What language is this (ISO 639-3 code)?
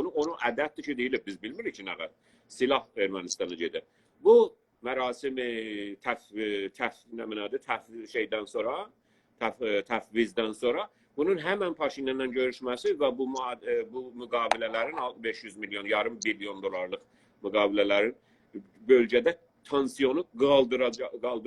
azb